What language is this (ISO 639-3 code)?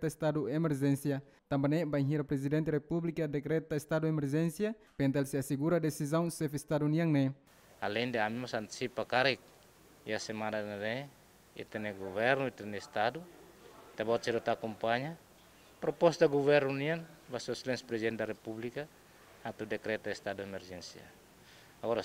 tet